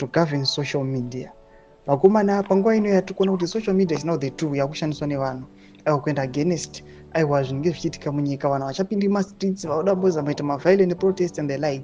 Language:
Shona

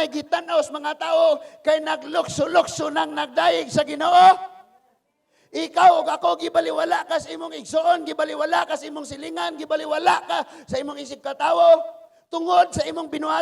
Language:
Cebuano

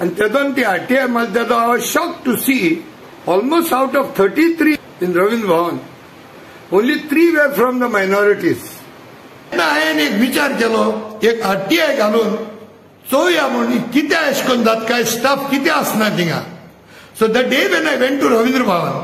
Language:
Konkani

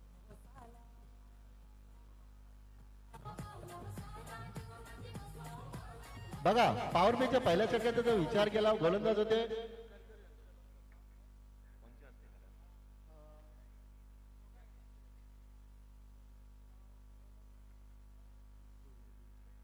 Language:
Marathi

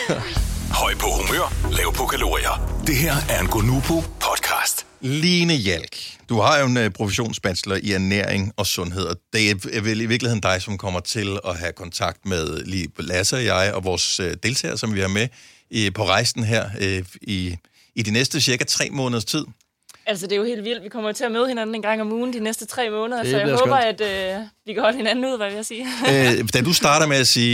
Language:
Danish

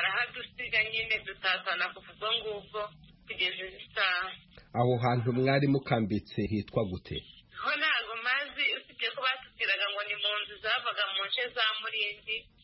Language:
Kinyarwanda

